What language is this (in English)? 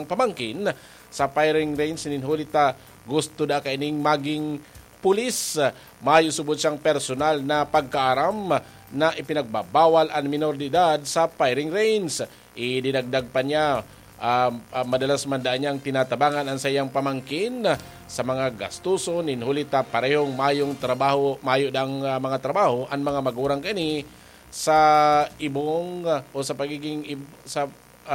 Bikol